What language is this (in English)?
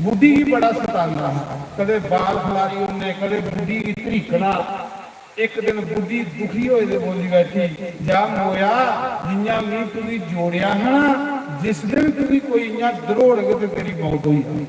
Dogri